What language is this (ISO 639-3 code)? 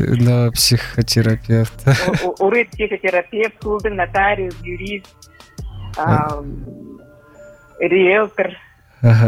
bua